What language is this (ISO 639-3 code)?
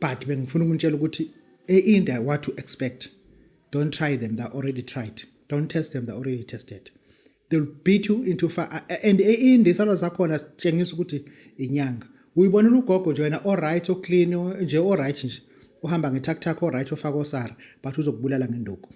zul